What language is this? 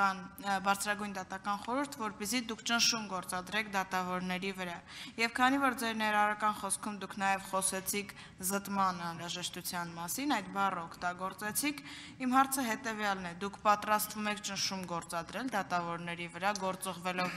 Armenian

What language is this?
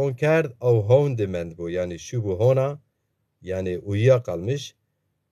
Zaza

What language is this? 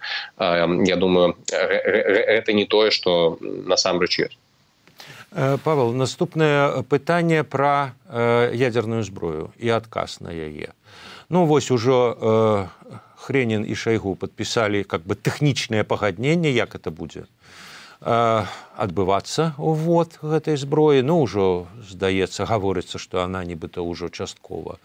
Belarusian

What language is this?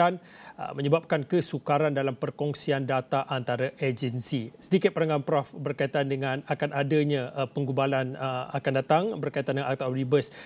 Malay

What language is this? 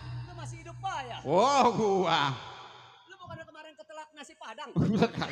Betawi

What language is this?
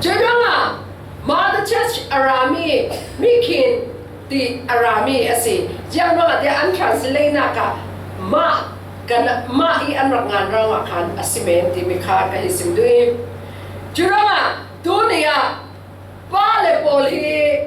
Falam Chin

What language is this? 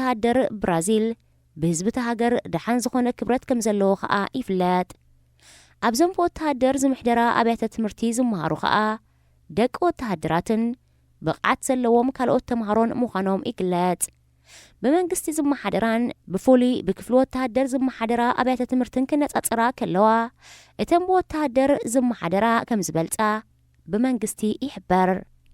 Tigrinya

